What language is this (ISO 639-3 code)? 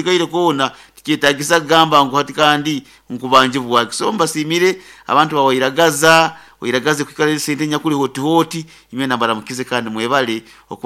nyo